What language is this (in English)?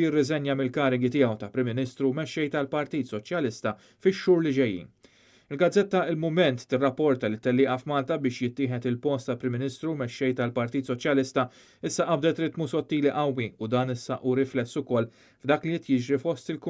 Maltese